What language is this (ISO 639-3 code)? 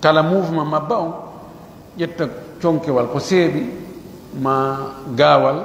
fuf